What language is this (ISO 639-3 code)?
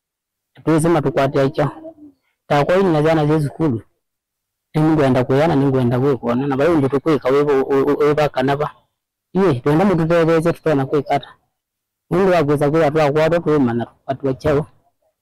kam